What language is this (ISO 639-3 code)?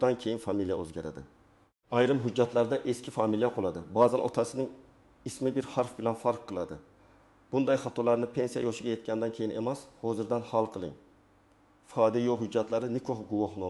uzb